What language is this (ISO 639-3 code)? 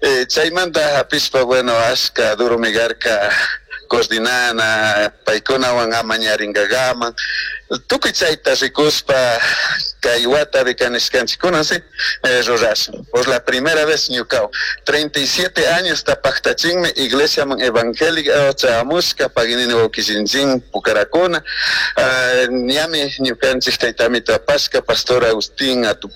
qug